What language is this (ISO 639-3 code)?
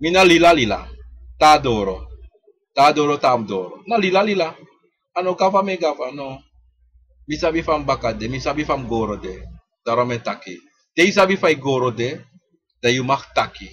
srn